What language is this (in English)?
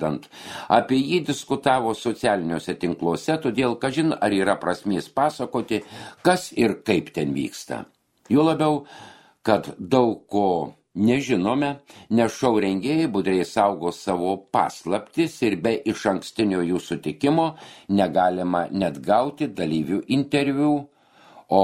Lithuanian